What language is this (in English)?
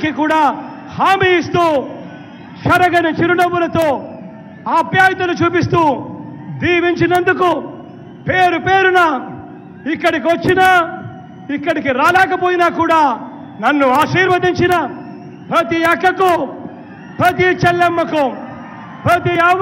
Telugu